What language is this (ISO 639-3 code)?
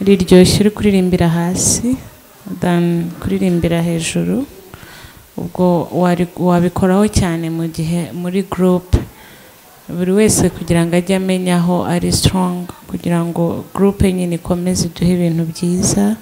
kin